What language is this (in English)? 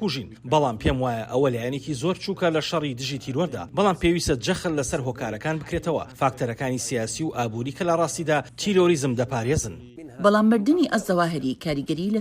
Central Kurdish